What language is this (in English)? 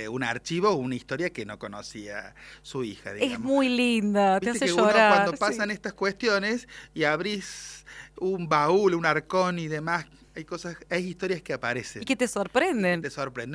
Spanish